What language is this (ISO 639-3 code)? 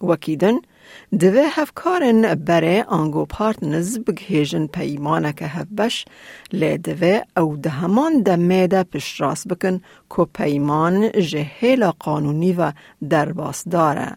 kur